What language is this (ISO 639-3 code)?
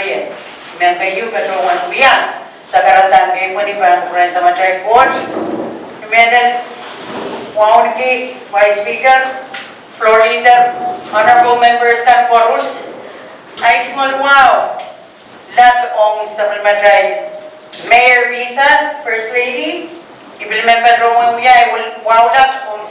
pon